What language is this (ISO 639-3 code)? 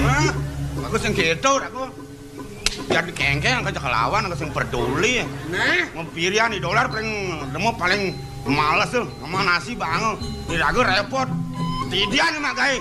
ban